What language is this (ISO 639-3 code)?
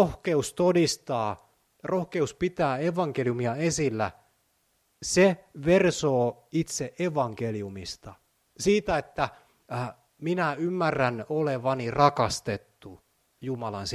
fin